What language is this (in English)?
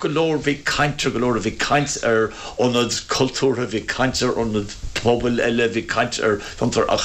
Irish